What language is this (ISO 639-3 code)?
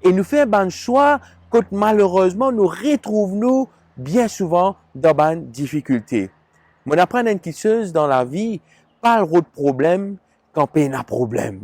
mfe